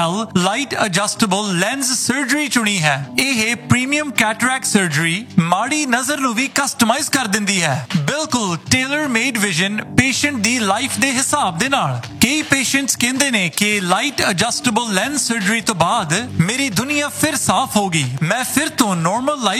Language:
Punjabi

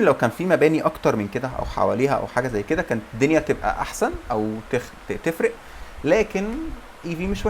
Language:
Egyptian Arabic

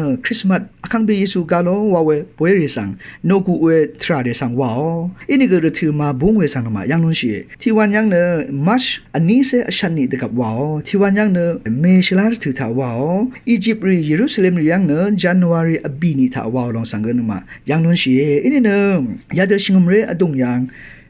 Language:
Rawang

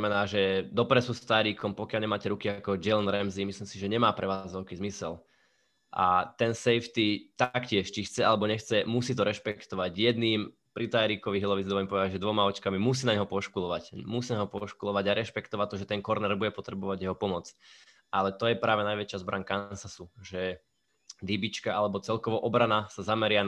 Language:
Slovak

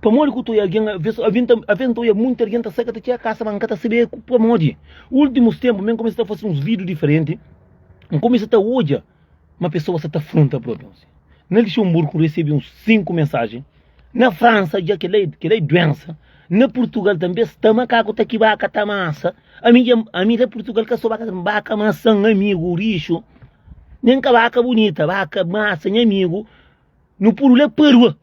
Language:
Kabuverdianu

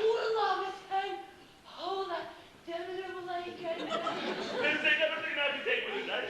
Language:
Bashkir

